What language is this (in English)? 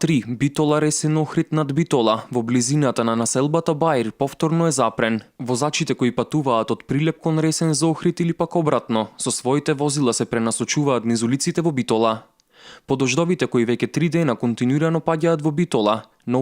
Macedonian